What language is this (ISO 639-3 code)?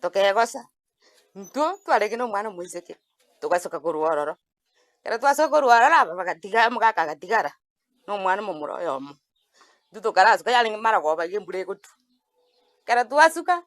guz